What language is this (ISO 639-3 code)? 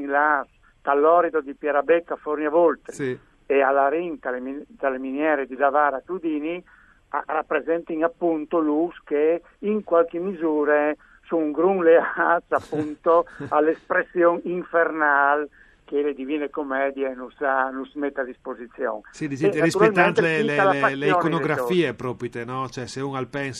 fur